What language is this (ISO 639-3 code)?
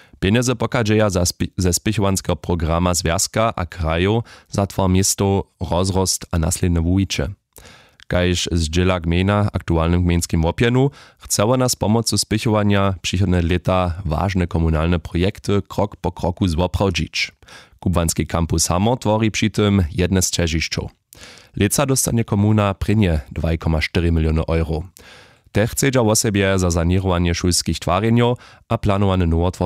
hsb